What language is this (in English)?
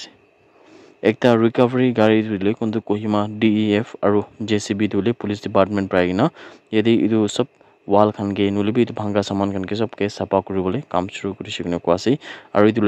Naga Pidgin